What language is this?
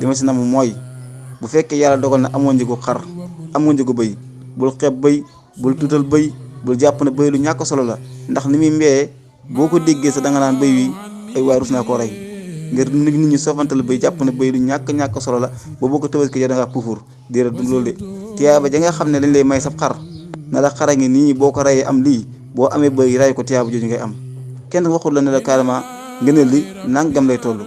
Wolof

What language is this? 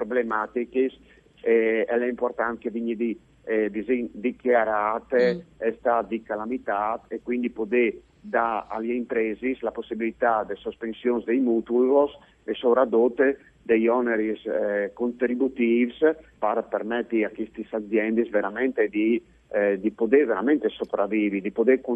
Friulian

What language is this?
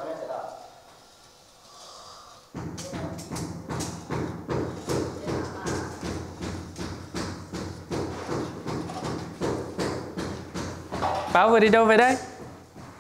Vietnamese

